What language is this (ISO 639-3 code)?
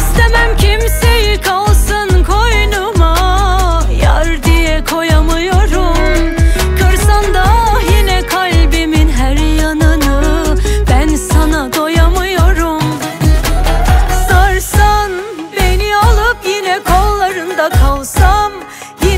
tur